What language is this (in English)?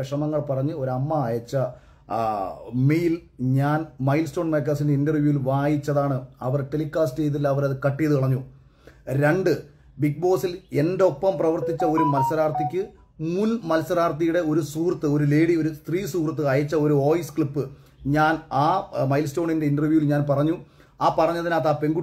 Malayalam